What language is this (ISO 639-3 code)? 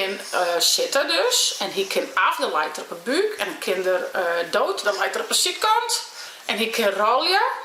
fry